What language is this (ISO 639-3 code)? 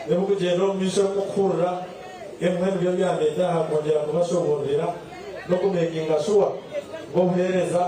nyn